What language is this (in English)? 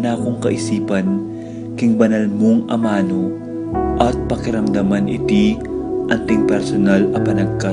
Pampanga